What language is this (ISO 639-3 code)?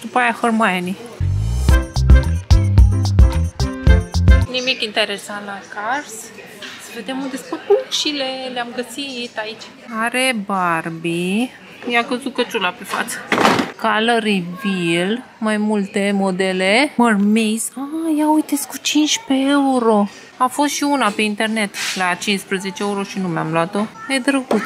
ron